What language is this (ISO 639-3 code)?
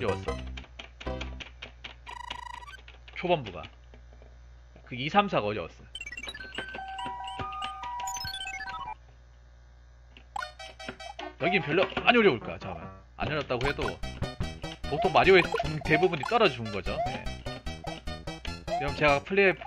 kor